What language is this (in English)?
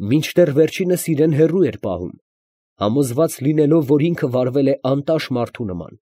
Armenian